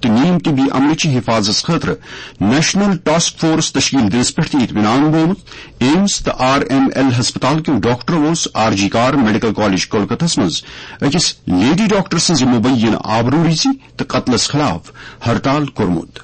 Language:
Kashmiri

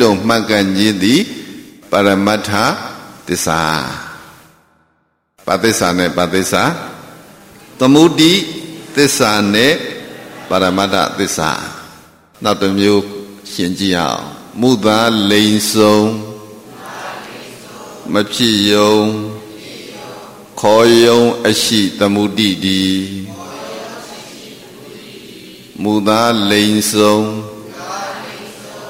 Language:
Burmese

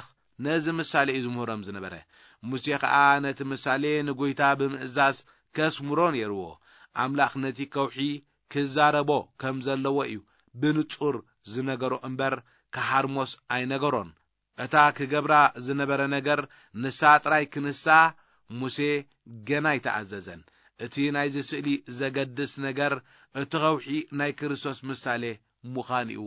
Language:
Tigrinya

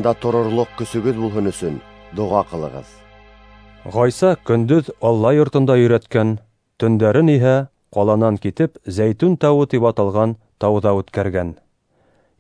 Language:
Bashkir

